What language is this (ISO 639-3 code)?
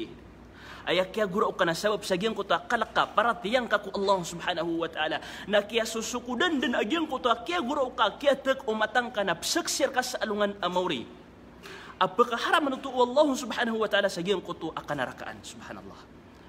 mrw